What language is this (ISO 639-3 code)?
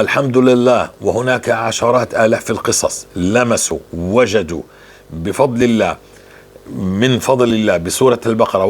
apc